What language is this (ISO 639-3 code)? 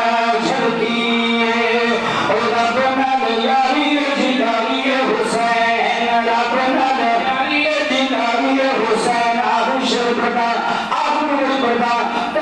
skr